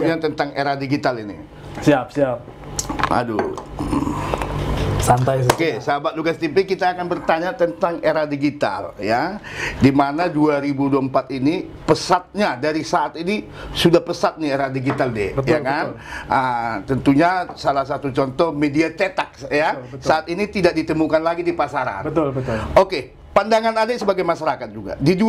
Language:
Indonesian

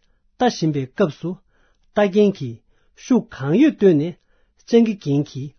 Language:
Tibetan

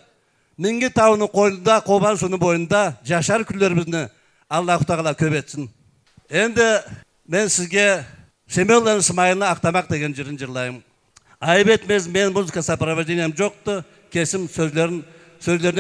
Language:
Karachay-Balkar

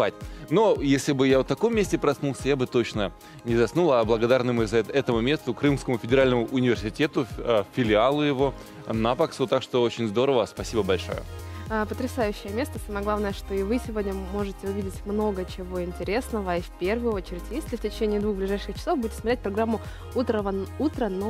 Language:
Russian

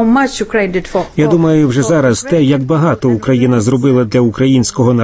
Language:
Ukrainian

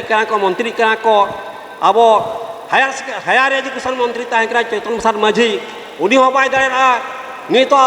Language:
Santali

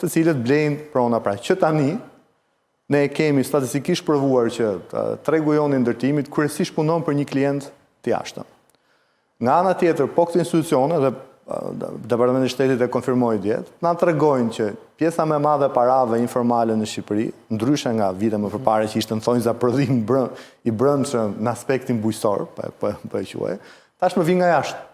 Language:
Albanian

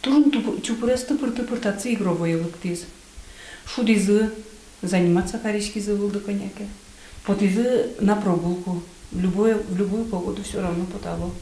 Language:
Udmurt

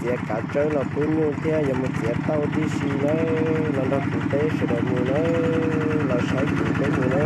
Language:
Hmong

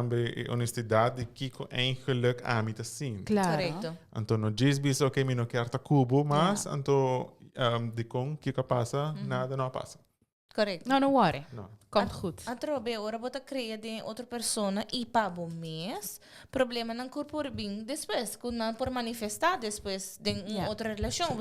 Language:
Papiamento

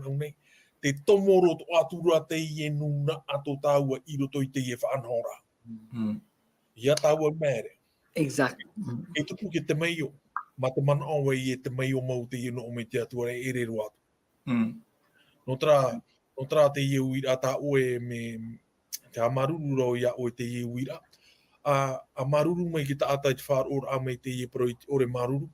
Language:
Tahitian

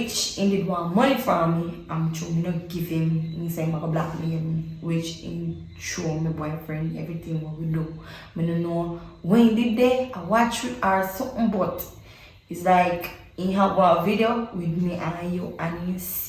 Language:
Jamaican Creole English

